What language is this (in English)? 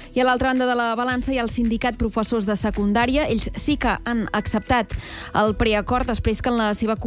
Catalan